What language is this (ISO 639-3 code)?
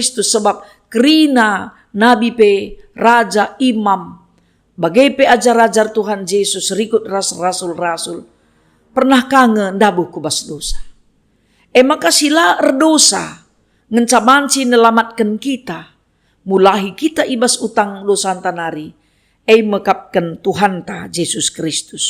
btx